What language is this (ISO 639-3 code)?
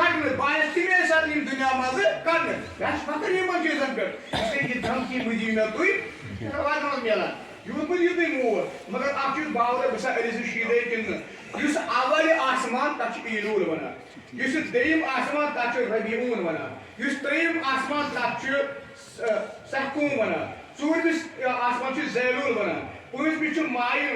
kas